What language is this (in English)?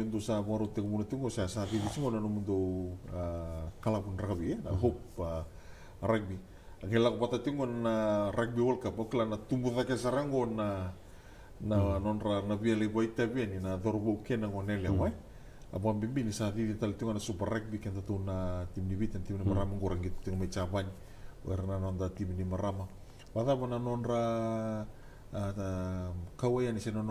Fijian